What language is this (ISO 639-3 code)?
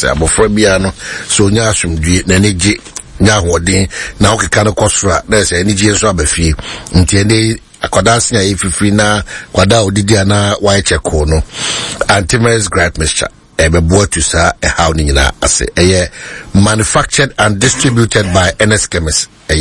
aka